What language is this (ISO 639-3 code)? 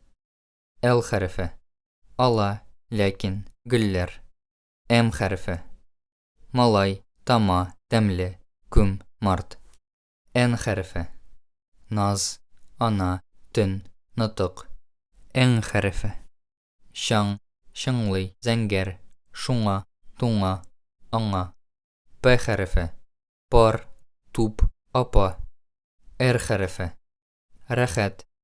tat